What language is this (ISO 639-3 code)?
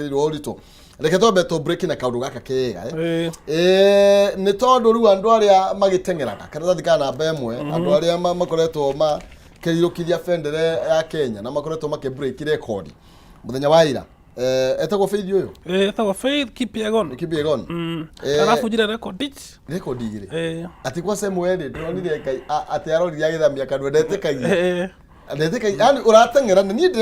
kik